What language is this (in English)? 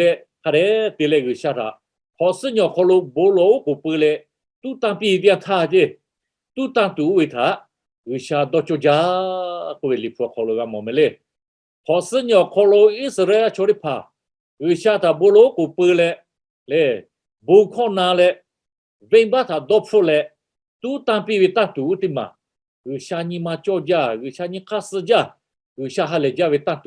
Lahu